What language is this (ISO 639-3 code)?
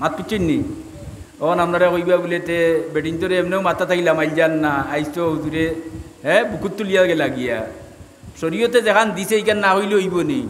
syl